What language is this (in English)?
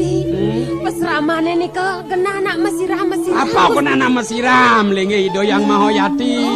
Balinese